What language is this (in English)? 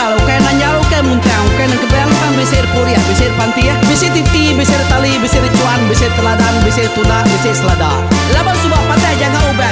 Iban